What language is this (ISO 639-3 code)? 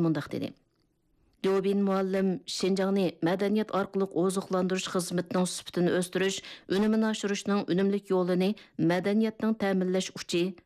uig